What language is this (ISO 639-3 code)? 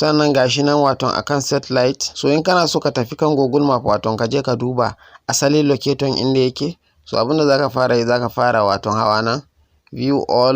hau